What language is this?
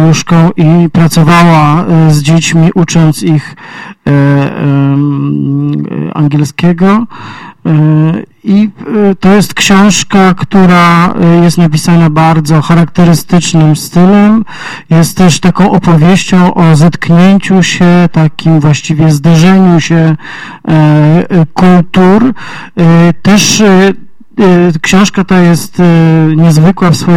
Polish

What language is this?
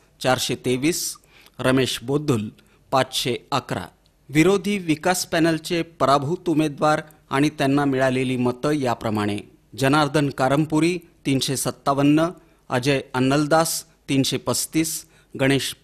Marathi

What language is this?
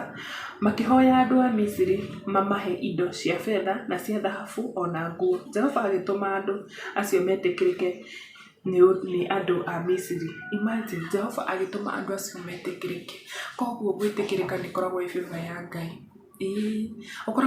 Kikuyu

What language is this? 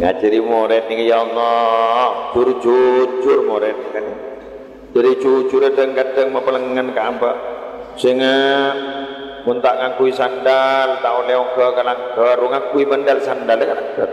Madurese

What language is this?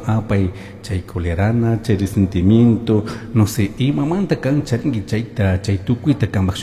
Chimborazo Highland Quichua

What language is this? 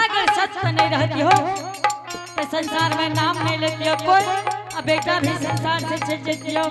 Angika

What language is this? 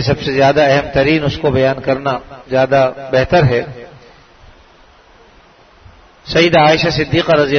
Urdu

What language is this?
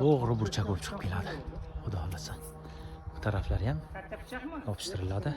Uzbek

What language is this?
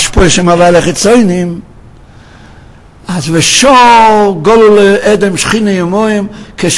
Hebrew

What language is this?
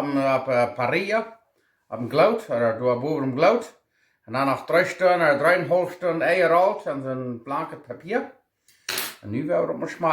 Plautdietsch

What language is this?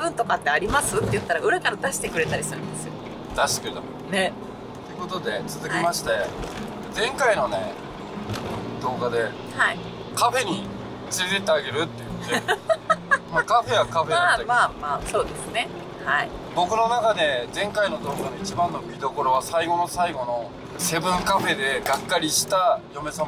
Japanese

